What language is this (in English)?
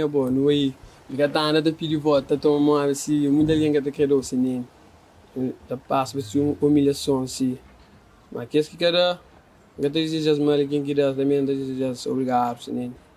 Kabuverdianu